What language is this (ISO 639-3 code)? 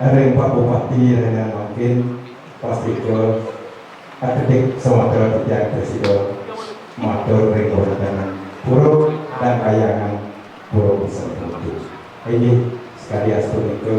ban